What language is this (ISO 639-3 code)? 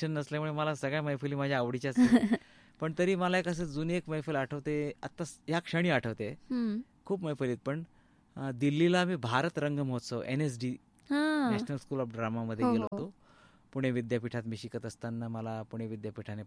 mar